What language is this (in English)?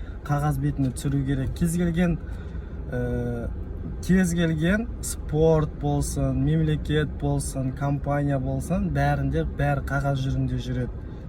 Kazakh